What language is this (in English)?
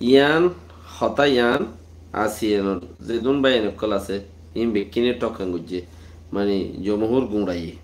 Rohingya